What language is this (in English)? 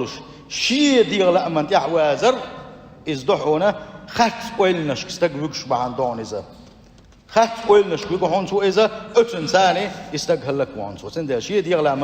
Chechen